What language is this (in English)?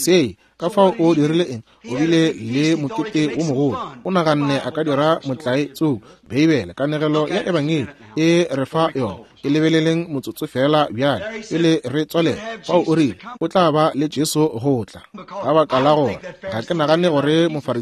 Northern Sotho